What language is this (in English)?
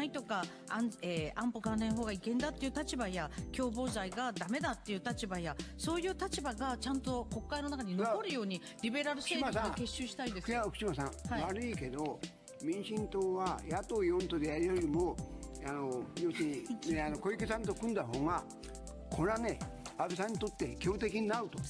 Japanese